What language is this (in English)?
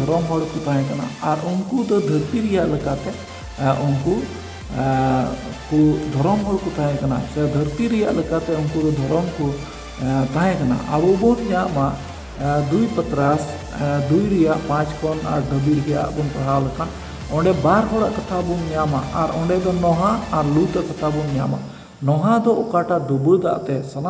Santali